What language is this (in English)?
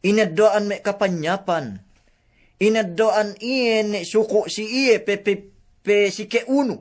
Yakan